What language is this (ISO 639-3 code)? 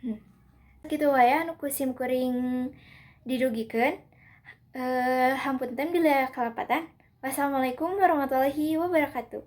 sun